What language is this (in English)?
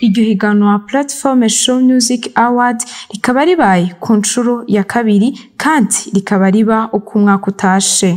Rundi